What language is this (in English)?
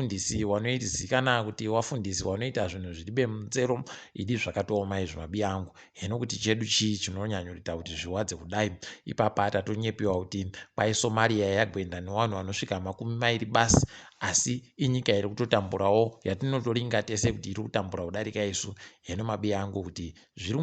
Ndau